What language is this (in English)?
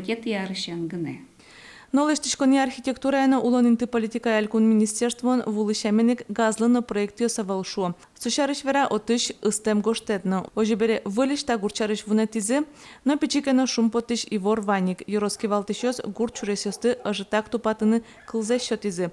Udmurt